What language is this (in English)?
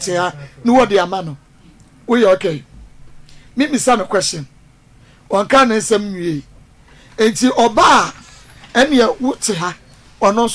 Akan